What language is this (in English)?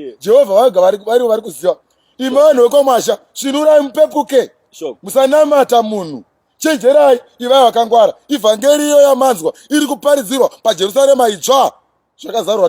Shona